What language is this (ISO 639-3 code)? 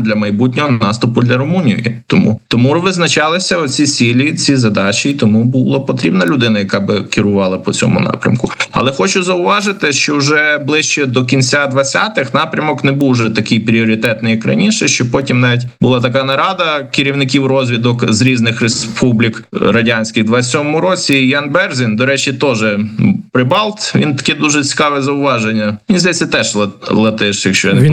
ukr